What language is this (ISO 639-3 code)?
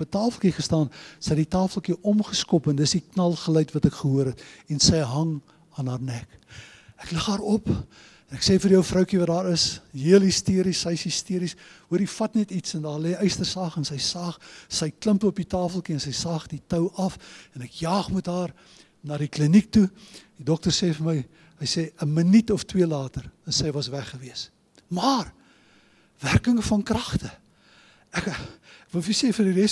afr